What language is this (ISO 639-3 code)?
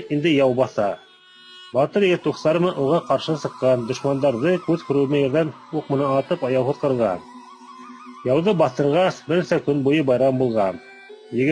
bak